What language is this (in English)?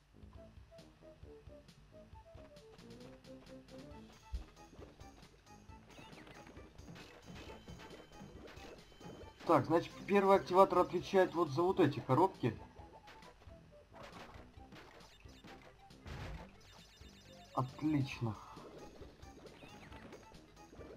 Russian